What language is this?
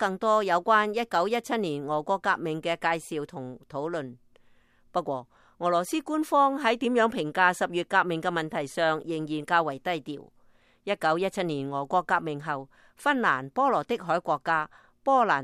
Cantonese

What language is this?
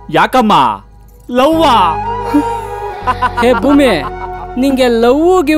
Kannada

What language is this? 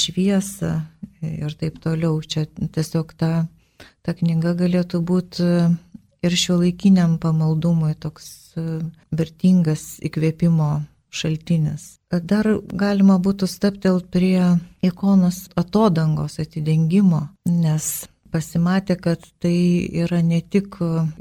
Lithuanian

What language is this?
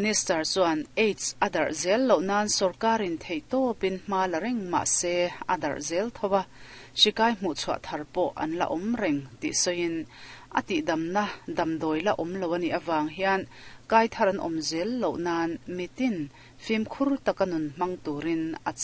Mizo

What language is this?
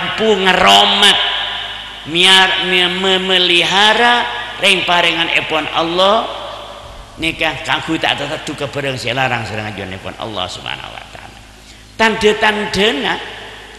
Madurese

